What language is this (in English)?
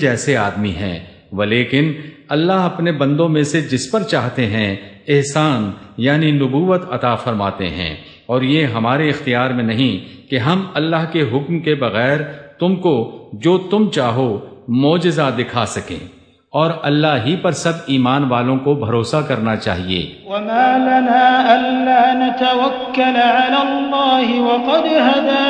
Urdu